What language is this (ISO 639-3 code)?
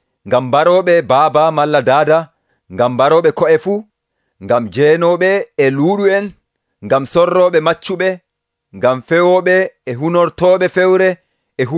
fuv